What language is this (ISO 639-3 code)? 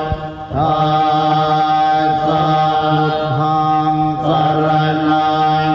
pli